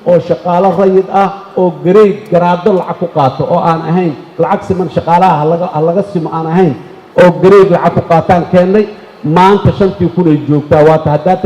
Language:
Somali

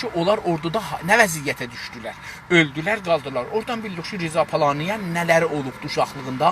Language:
South Azerbaijani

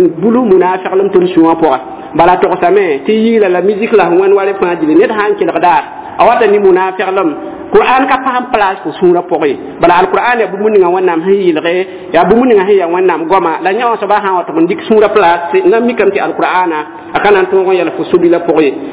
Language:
Mossi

